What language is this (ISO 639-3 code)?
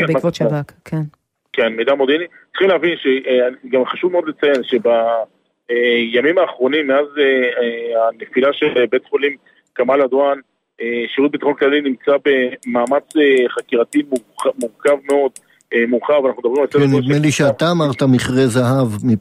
heb